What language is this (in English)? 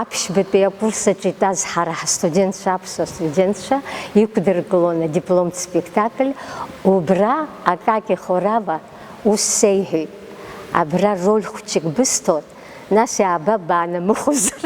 Abkhazian